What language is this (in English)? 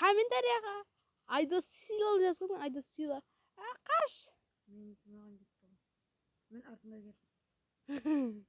Kara-Kalpak